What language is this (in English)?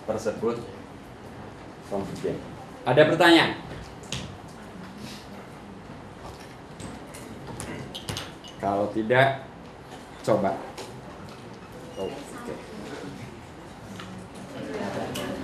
Indonesian